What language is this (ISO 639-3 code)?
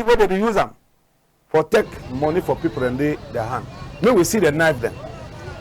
wes